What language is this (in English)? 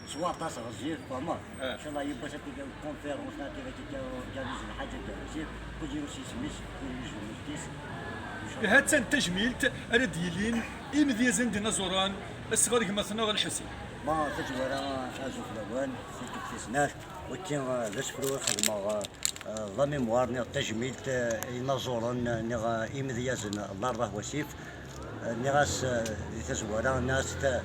Kabyle